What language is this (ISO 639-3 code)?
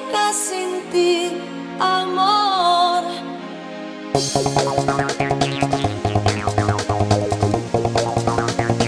spa